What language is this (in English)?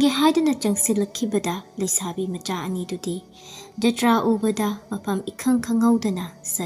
Manipuri